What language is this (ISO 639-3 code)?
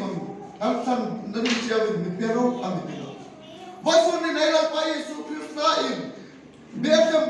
hmr